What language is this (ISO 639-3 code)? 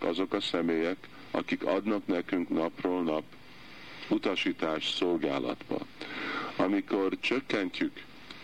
hun